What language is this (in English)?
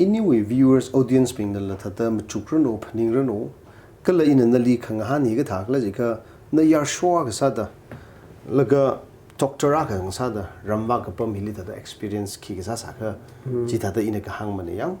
Tangkhul Naga (India)